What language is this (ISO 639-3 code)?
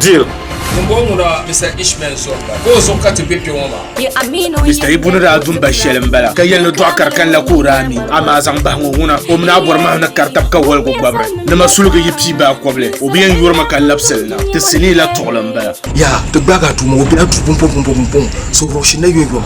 dag